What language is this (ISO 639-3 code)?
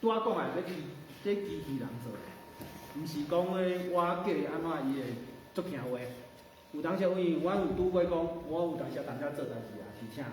nan